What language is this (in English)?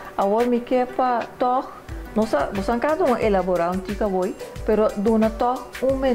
Papiamento